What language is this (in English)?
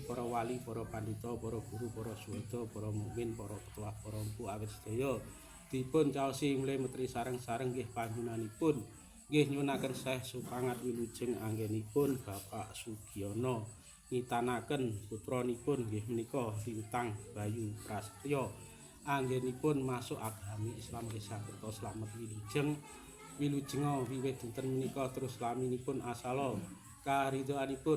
Javanese